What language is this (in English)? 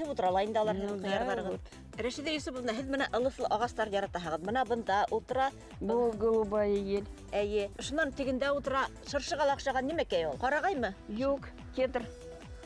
Bashkir